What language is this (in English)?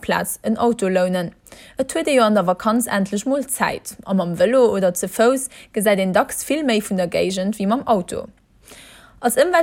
Luxembourgish